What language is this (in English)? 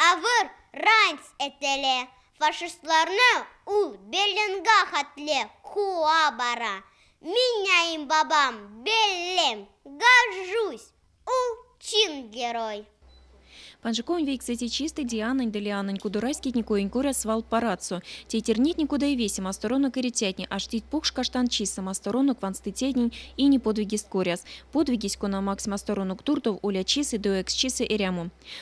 Erzya